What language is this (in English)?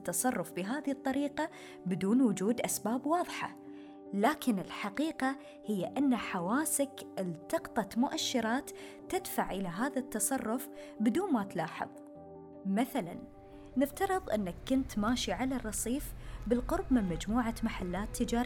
Arabic